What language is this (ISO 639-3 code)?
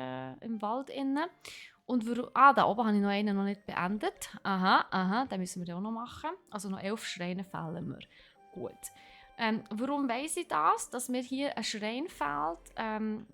gsw